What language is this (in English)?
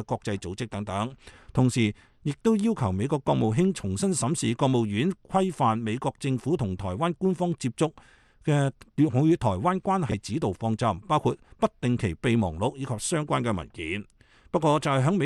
Cantonese